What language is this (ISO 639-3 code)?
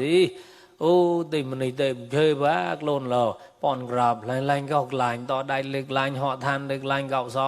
mnw